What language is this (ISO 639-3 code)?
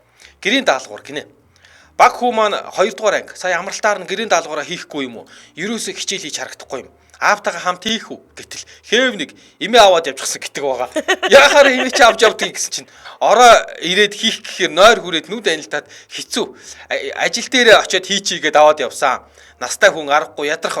mon